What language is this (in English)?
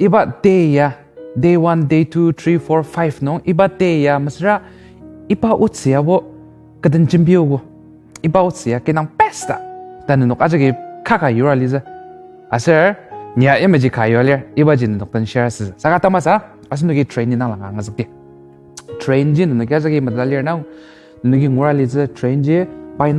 Ao Naga